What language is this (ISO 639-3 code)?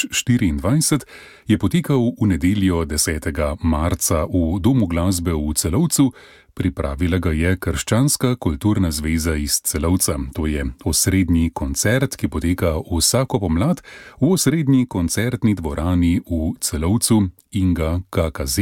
slv